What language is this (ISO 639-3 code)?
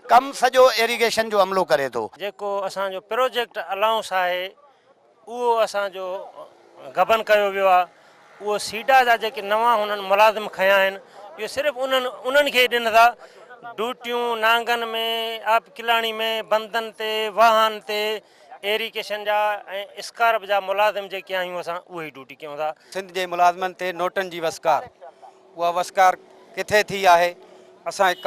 snd